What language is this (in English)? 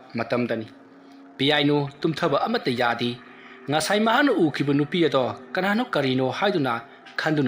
Manipuri